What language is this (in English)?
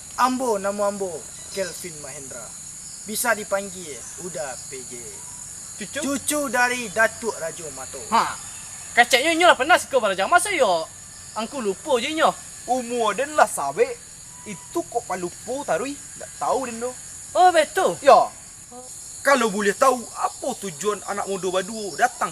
Minangkabau